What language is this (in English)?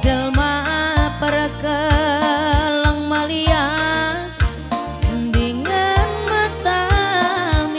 Batak Karo